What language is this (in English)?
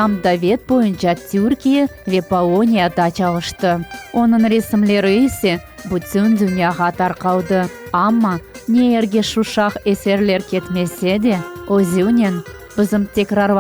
Crimean Tatar